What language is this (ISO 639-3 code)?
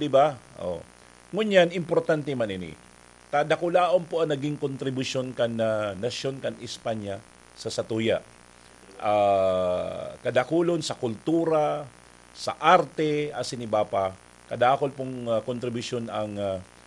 bik